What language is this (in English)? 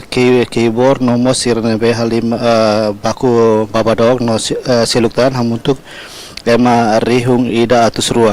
Tetum